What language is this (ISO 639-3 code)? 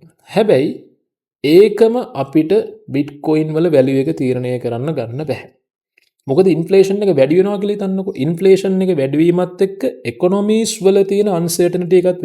sin